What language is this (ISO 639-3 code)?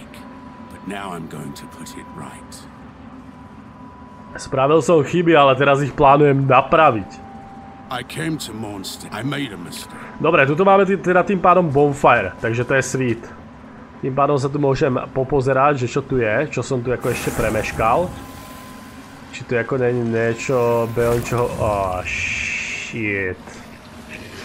slk